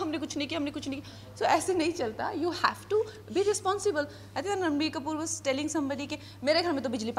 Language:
Hindi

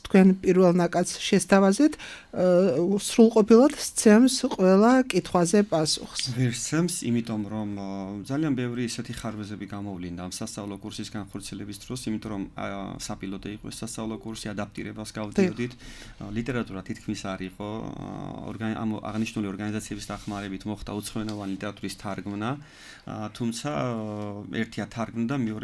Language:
Georgian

